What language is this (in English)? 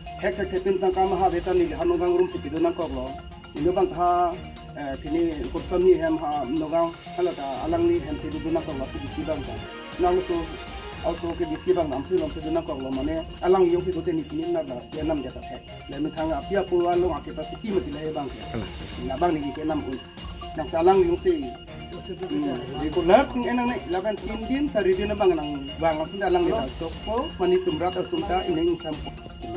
Karbi